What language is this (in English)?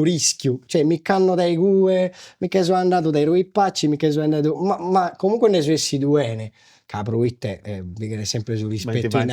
Sardinian